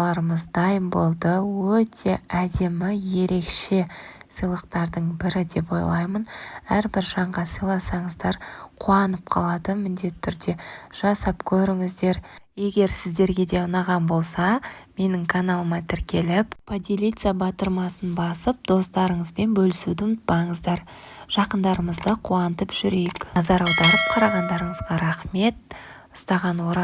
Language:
Kazakh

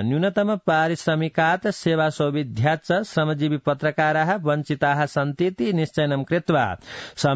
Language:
Sanskrit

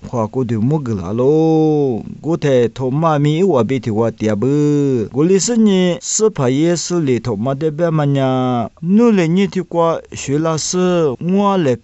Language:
Lisu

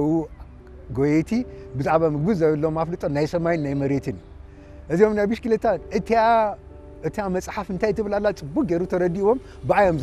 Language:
Tigrinya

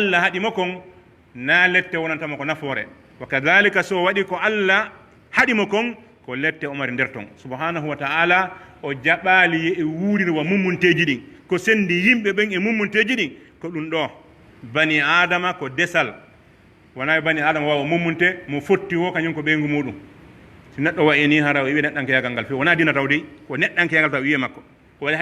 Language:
Pular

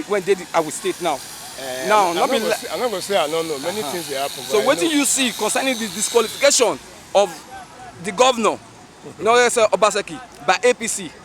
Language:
Nigerian Pidgin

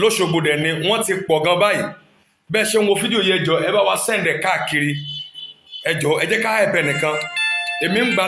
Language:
Yoruba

